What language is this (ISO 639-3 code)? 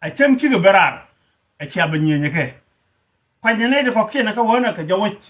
nus